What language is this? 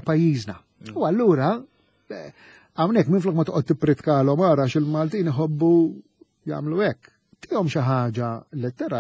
Maltese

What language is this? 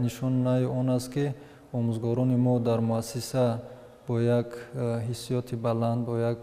Tajik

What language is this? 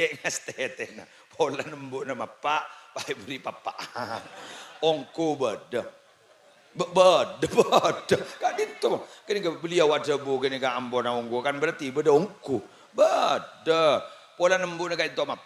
Madurese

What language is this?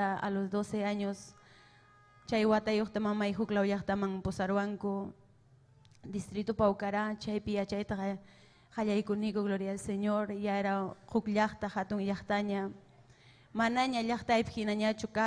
Ayacucho Quechua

